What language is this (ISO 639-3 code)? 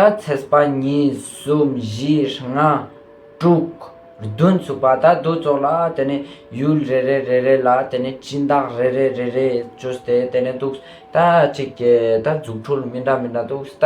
lbj